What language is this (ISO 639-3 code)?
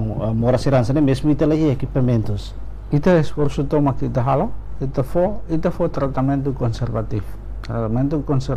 tet